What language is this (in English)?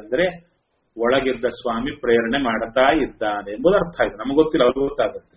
Kannada